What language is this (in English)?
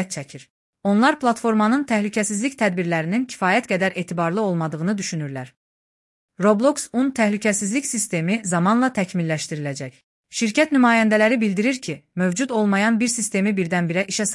Azerbaijani